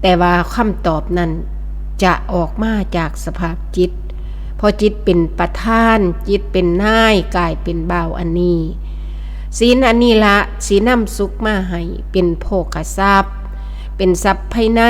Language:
Northeastern Thai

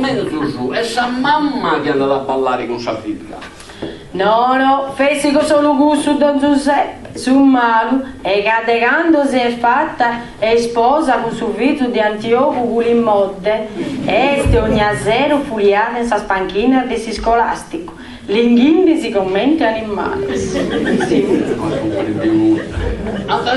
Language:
Sardinian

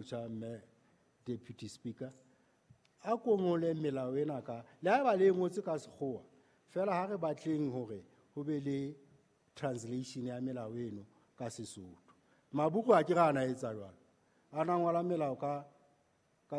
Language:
Southern Sotho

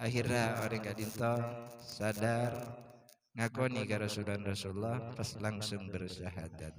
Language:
Madurese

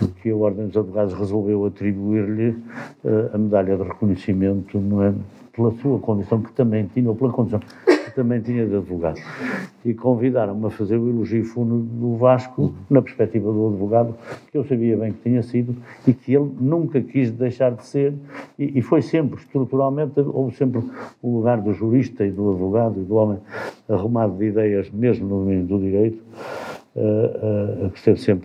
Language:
Portuguese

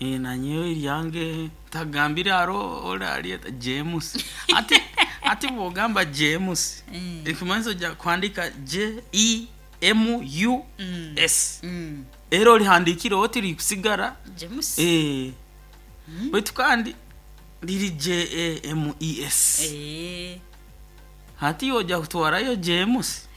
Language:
Nyoro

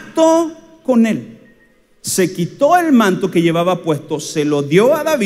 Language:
Spanish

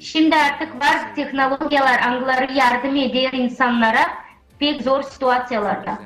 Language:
Gagauz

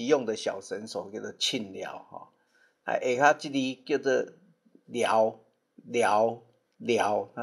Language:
Min Nan Chinese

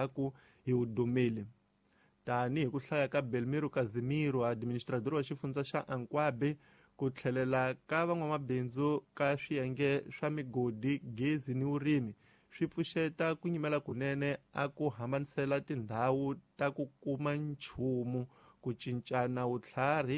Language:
Tsonga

